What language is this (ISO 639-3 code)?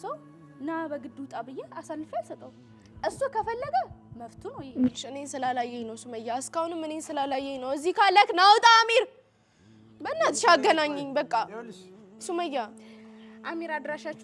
amh